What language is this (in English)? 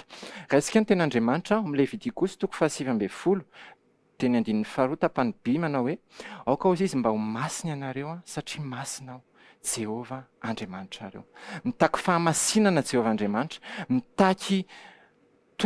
Malagasy